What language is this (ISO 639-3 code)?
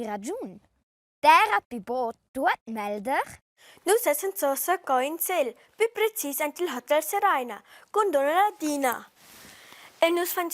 roh